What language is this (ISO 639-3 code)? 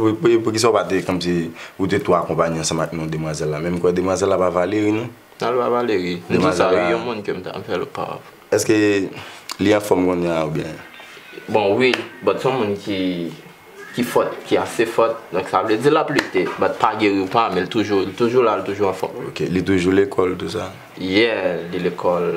hat